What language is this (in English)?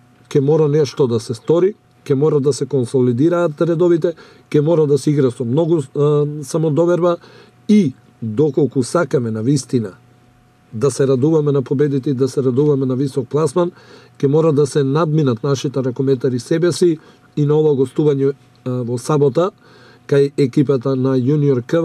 Macedonian